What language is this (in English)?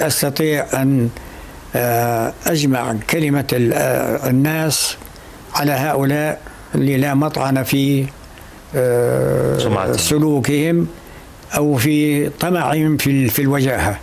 North Levantine Arabic